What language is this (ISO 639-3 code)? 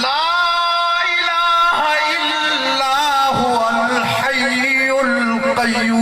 skr